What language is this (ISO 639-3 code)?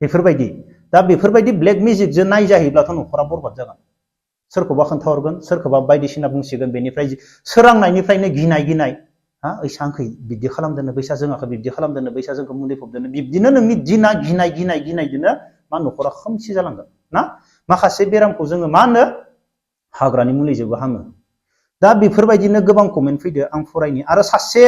brx